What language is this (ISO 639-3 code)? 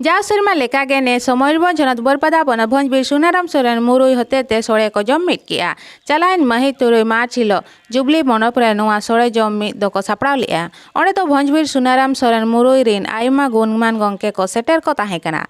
sat